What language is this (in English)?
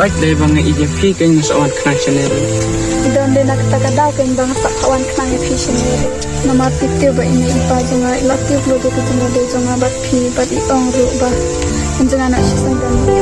Khasi